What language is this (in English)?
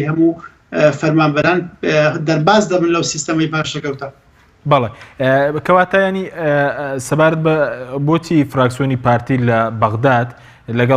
Central Kurdish